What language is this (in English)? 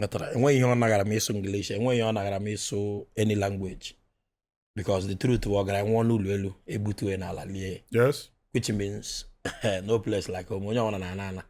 Igbo